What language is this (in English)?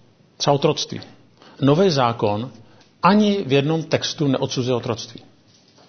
Czech